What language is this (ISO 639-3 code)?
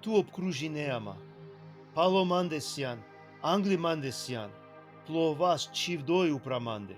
rmn